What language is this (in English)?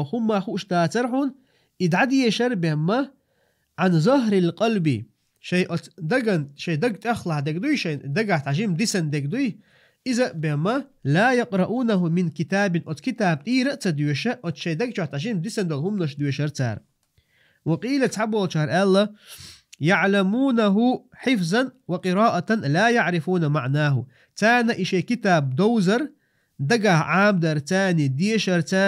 Chechen